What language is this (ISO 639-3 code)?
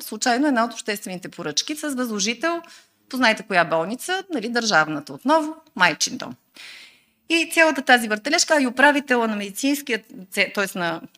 bul